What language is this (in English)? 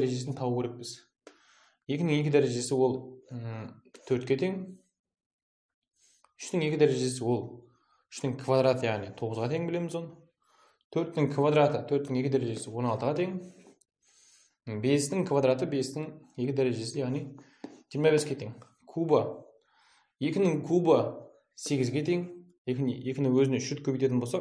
Kazakh